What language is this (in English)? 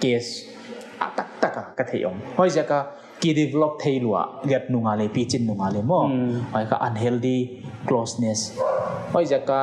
Paite Chin